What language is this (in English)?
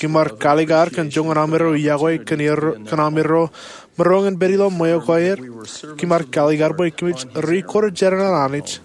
Marshallese